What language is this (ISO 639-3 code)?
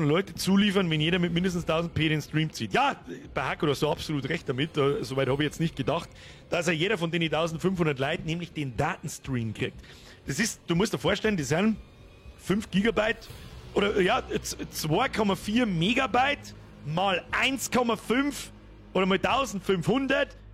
bar